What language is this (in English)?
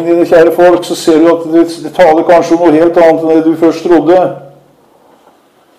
Norwegian